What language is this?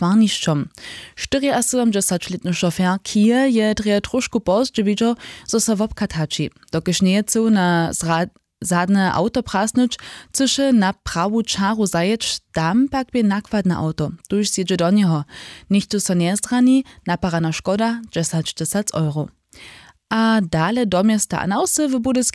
Upper Sorbian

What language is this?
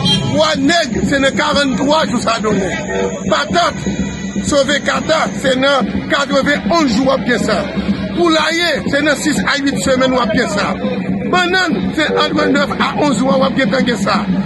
Haitian Creole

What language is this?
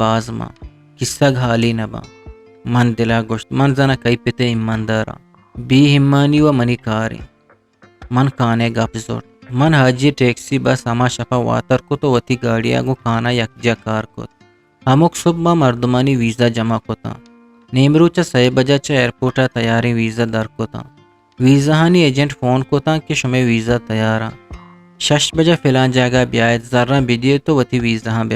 Eastern Balochi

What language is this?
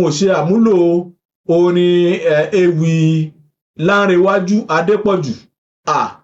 Yoruba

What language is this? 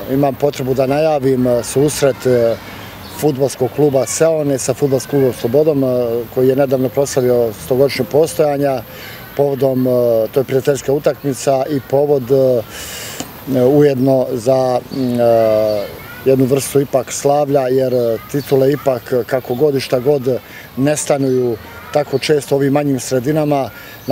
Bosnian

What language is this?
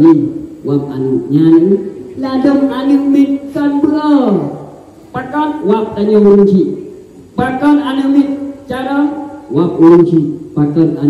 Achinese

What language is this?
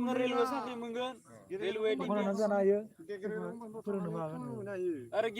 Bodo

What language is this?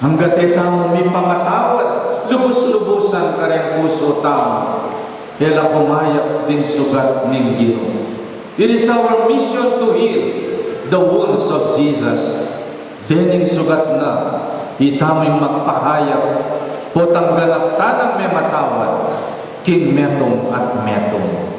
Pampanga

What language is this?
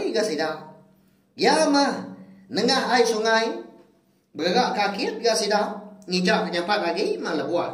Iban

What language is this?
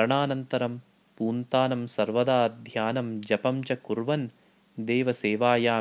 Sanskrit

